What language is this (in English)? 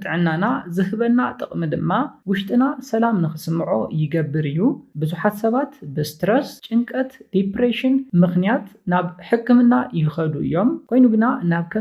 Tigrinya